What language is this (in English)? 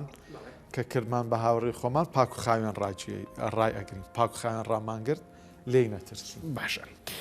Central Kurdish